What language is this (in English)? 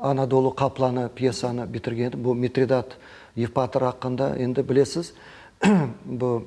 Crimean Tatar